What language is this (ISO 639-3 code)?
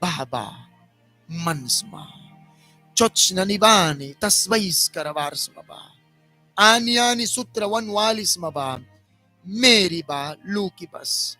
miq